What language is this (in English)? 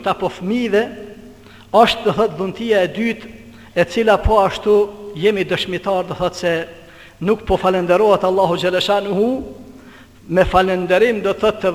Albanian